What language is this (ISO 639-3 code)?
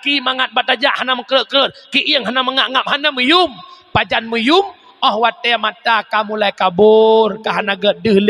ace